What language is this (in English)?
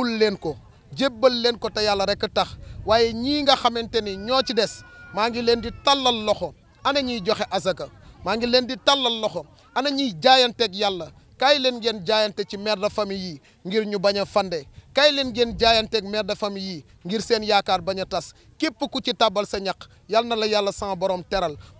Wolof